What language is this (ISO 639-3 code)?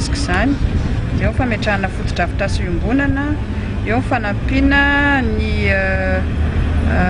mlg